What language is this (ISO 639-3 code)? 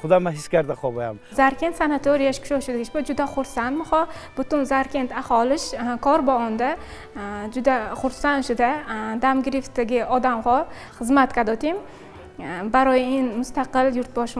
tgk